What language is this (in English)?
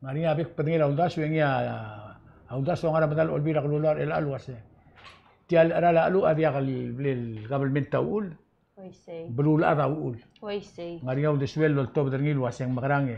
Palauan